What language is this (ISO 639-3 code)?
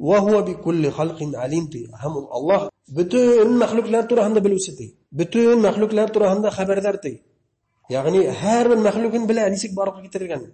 bak